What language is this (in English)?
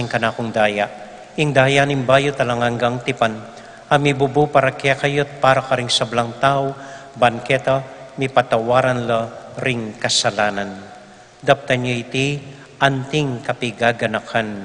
Pampanga